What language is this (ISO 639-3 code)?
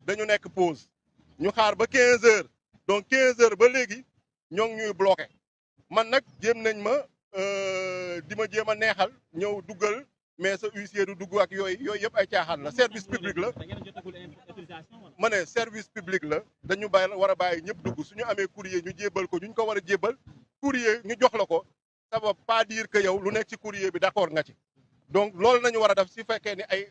wol